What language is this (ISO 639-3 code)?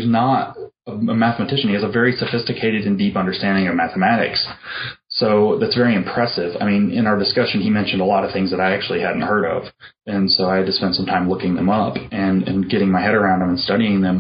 eng